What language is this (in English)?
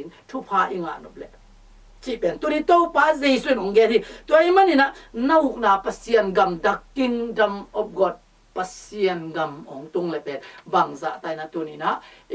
Tedim Chin